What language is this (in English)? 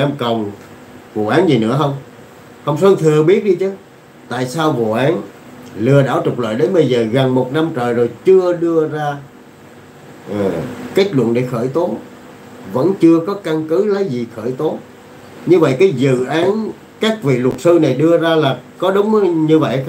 Vietnamese